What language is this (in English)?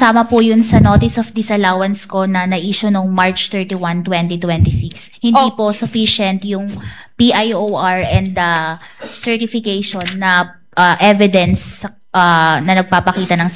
Filipino